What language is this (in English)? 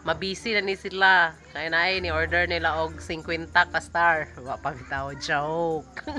Cebuano